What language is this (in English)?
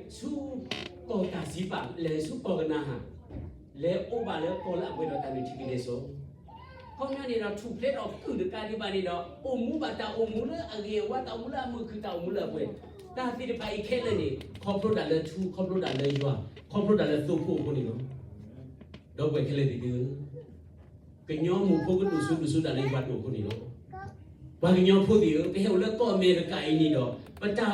S'gaw Karen